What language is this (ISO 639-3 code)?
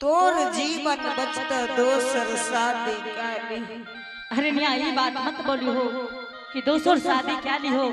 anp